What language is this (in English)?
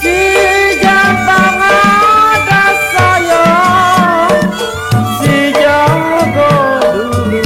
Betawi